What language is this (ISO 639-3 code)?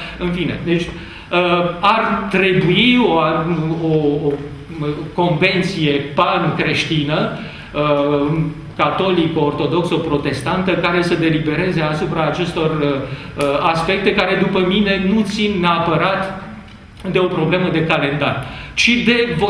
ron